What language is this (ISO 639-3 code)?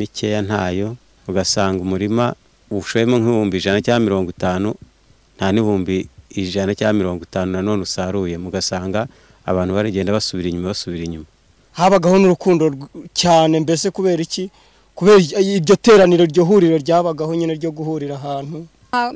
kin